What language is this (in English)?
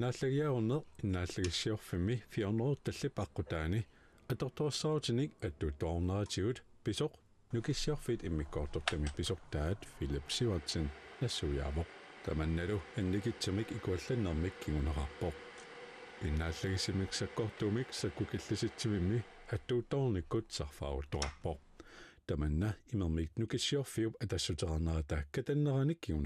Kalaallisut